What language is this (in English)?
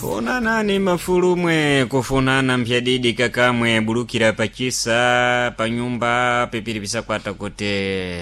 Sena